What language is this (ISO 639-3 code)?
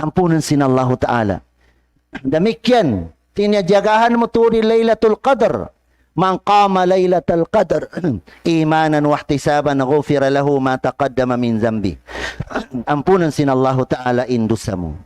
tsg